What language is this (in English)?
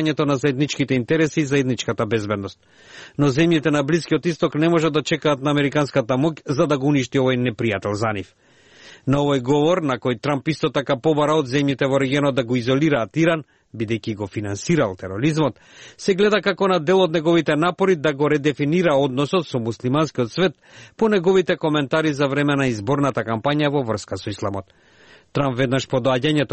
Macedonian